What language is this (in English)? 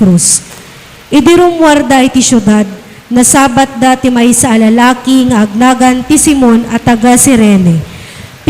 Iloko